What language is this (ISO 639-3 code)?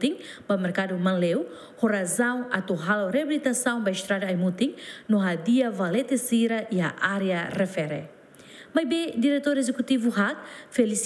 tet